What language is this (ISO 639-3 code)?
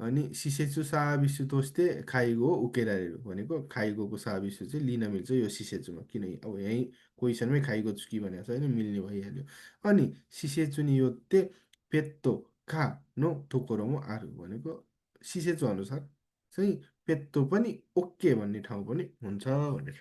nep